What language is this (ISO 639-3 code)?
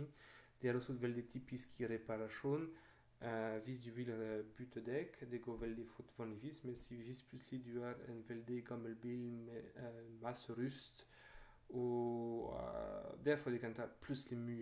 nor